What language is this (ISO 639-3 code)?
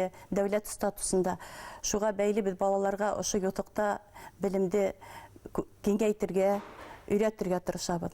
bak